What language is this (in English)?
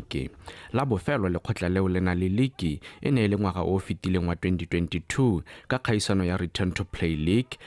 Tswana